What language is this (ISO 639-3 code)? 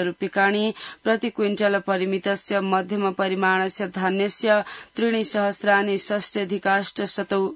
san